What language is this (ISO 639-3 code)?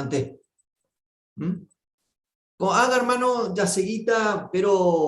grn